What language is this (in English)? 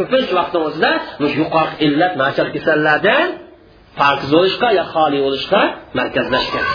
Uyghur